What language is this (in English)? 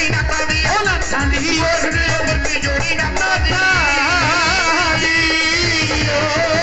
Punjabi